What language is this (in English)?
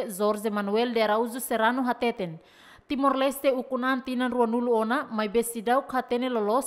Tetum